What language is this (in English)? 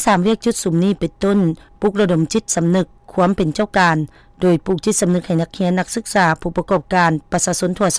Lao